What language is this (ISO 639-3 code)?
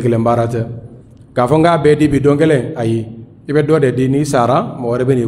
bam